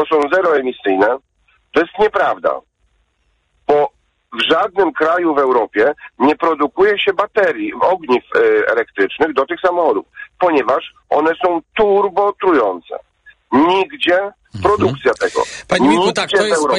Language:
Polish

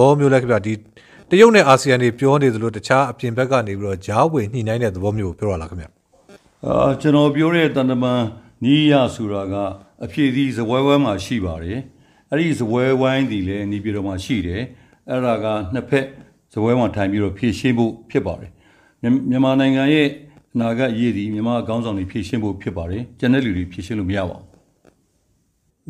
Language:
Burmese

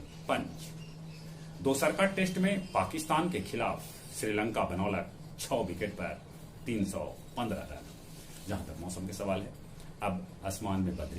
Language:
Magahi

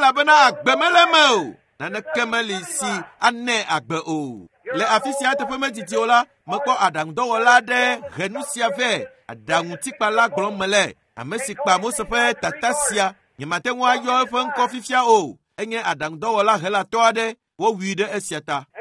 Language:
Ewe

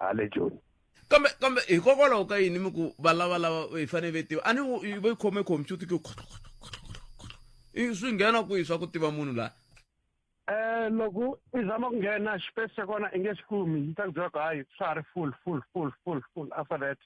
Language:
Tsonga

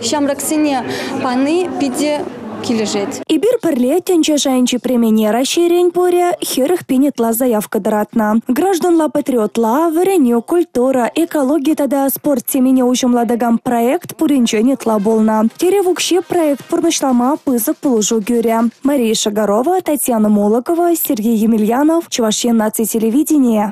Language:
Chuvash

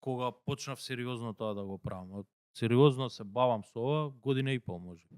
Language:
Macedonian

